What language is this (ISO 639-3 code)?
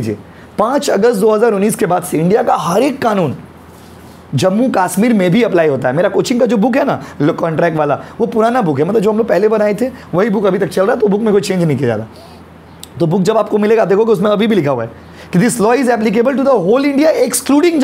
hin